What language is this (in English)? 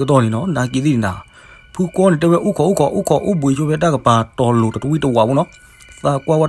S'gaw Karen